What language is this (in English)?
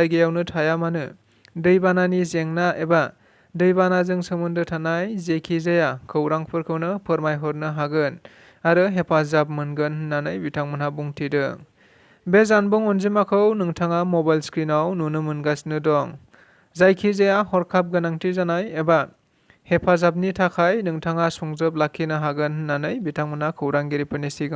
Bodo